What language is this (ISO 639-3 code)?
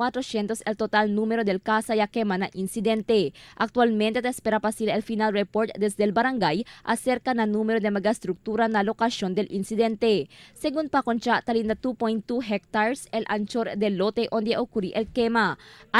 cbk